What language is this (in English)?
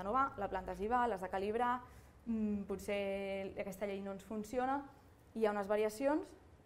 Catalan